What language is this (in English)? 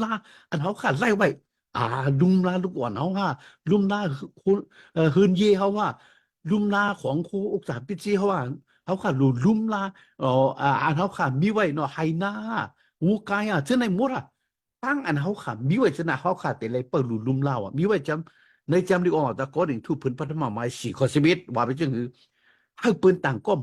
Shan